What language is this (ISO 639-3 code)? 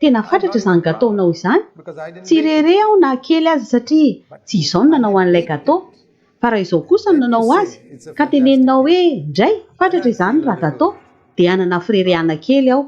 mlg